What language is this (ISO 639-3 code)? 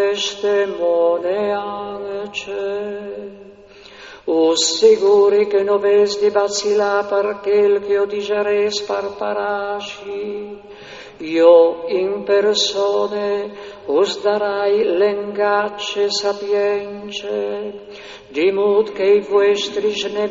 fur